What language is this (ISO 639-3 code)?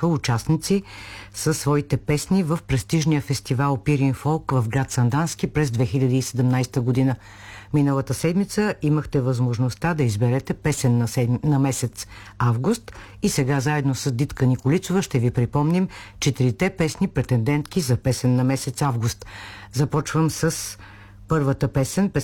bul